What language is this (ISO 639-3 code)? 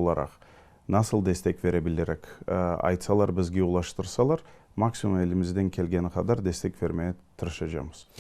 crh